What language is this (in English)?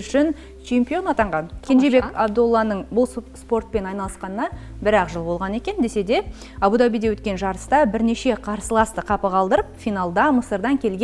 Kazakh